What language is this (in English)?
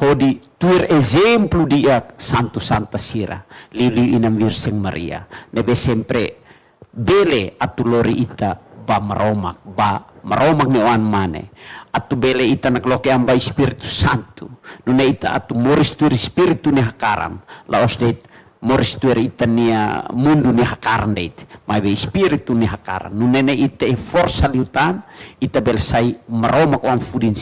Tetum